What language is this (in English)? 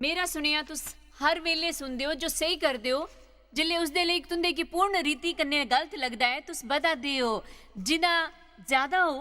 Dogri